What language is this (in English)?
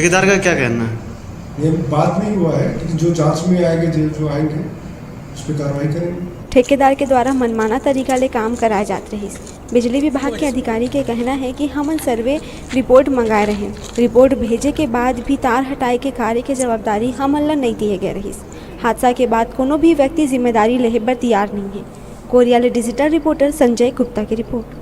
Chhattisgarhi